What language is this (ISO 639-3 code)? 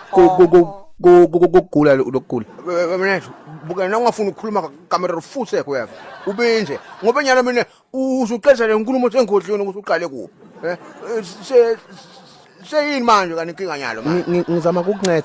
zul